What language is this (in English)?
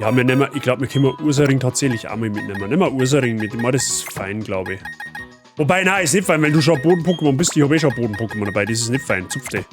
Bavarian